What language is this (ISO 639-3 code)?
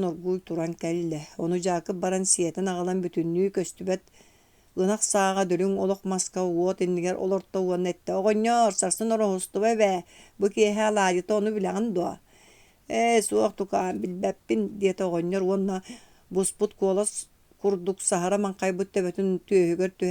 sah